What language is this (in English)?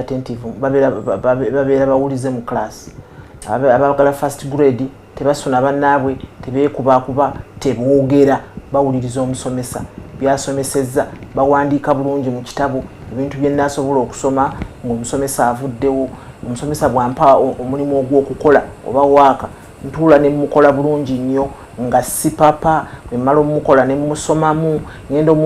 Ganda